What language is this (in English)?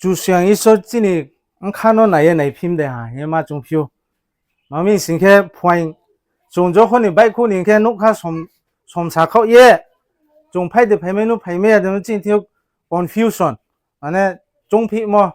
Riang (India)